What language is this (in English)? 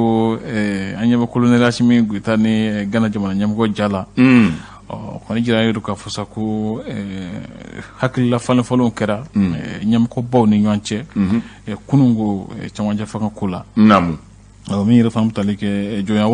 Bambara